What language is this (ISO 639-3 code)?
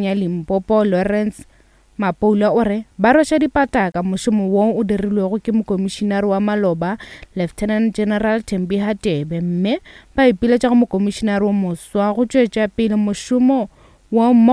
nso